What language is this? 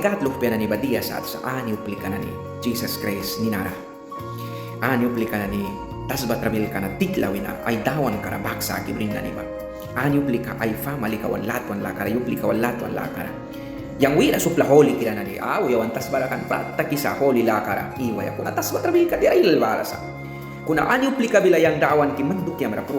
Mískito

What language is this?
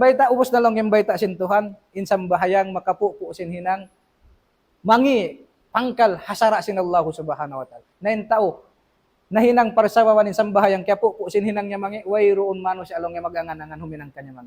Tausug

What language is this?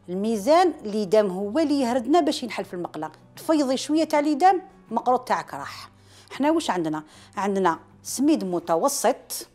Algerian Arabic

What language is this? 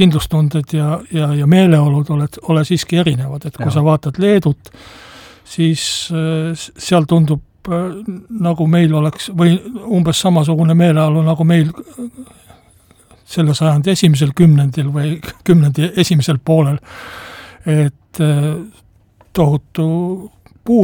Estonian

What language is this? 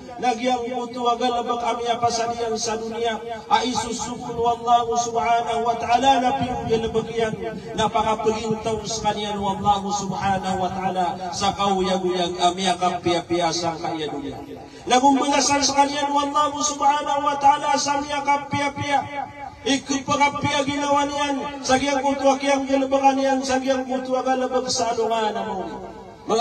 Maranao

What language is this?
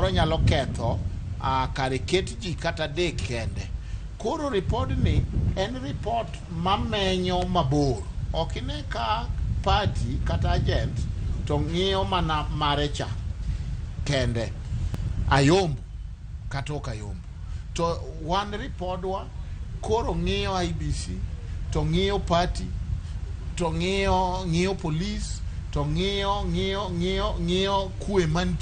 Luo (Kenya and Tanzania)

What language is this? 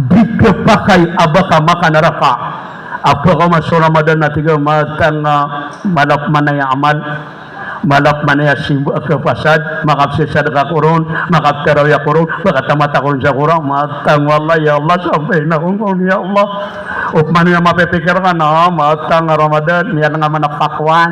Maranao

